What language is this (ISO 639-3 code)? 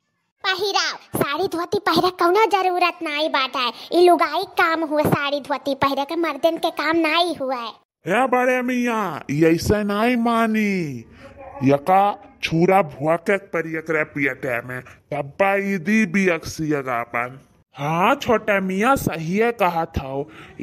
awa